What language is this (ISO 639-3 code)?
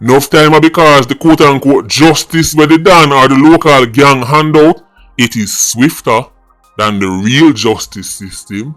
jam